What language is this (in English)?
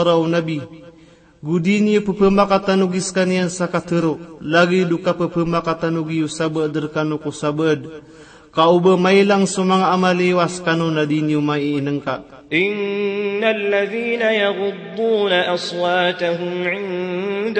Maranao